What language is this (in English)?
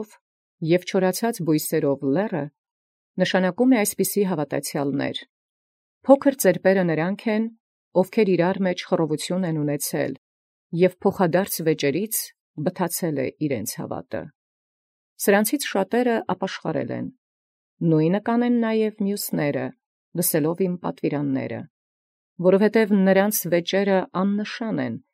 Armenian